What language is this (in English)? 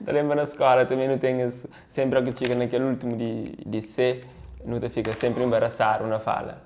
Kabuverdianu